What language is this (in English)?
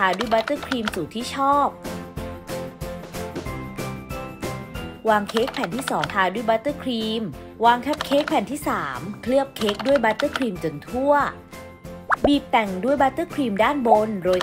Thai